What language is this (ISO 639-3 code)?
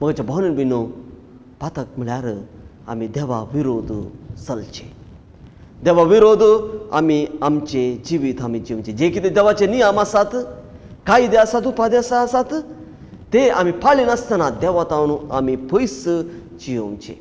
kok